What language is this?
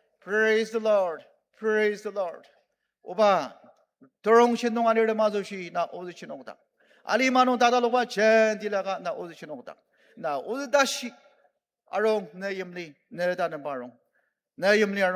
Ao Naga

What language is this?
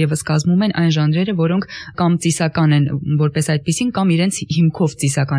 Armenian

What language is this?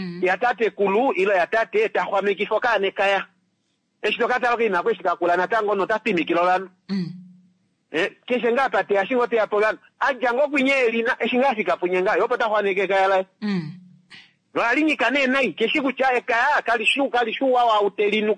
Kuanyama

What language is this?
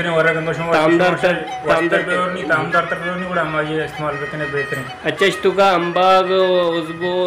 Baluchi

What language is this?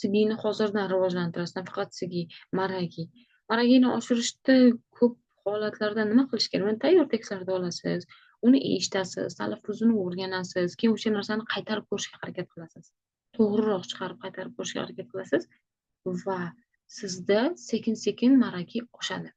Uzbek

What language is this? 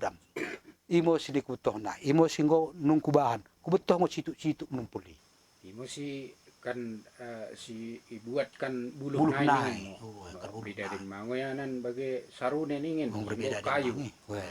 Batak Dairi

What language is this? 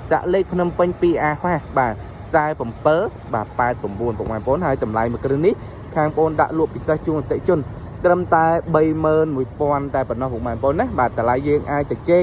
Khmer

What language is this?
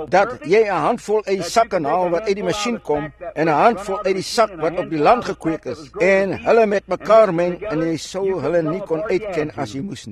Afrikaans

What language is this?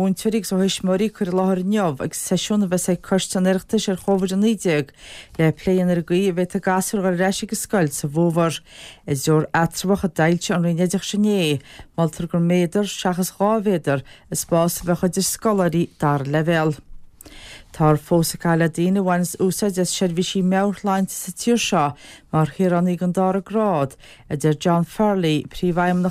Irish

